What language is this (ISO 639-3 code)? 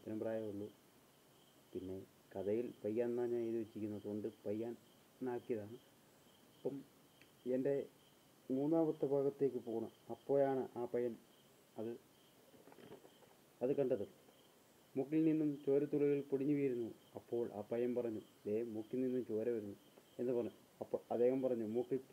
mal